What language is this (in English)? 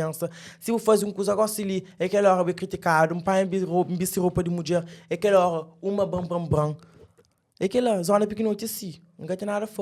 Kabuverdianu